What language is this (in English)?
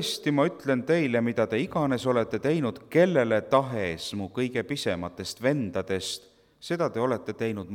Estonian